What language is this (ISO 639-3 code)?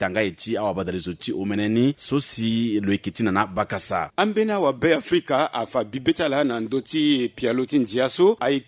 sag